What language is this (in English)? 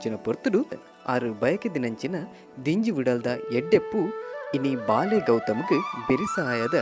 Tulu